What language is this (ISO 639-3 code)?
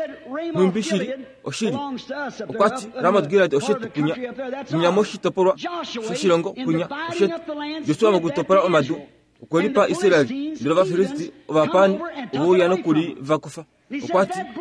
kua